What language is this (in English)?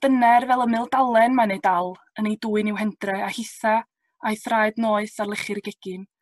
Welsh